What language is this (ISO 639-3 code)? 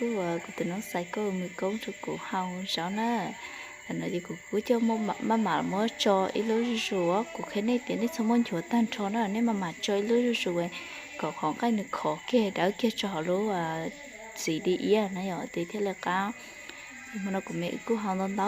hmn